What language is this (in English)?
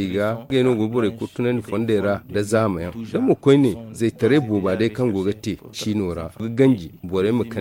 Zarma